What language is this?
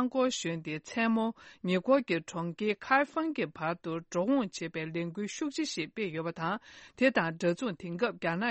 Tibetan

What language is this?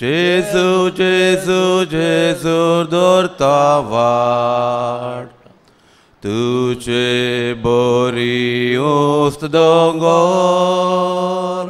Konkani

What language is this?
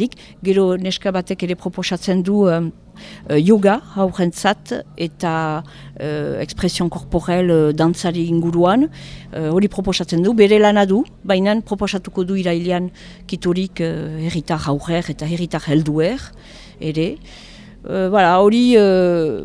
Basque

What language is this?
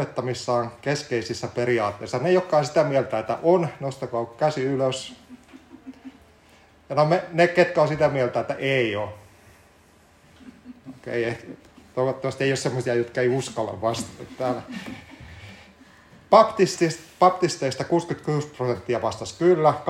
Finnish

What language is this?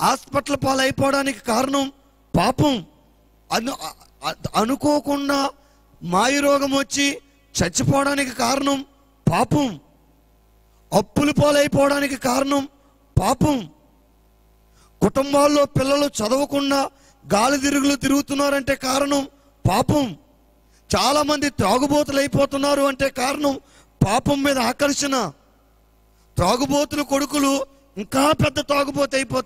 Telugu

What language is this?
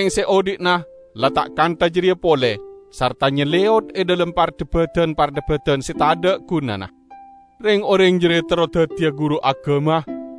Madurese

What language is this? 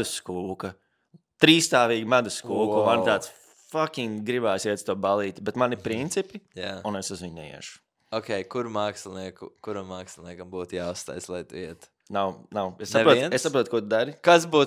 Latvian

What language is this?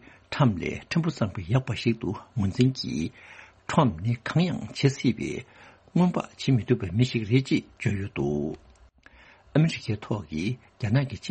Tibetan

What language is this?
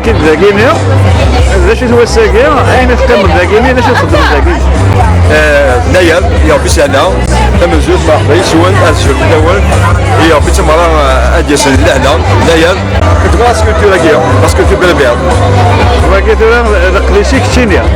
Kabyle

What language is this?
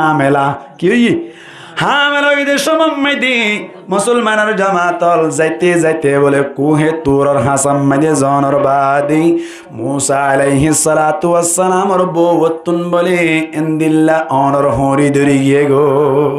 Rohingya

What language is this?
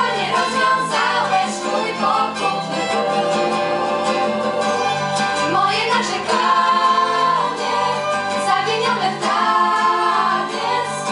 Polish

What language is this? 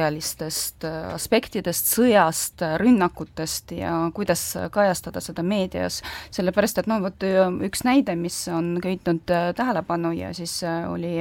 Estonian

